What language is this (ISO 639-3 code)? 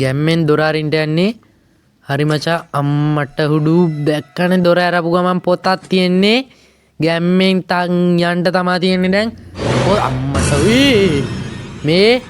sin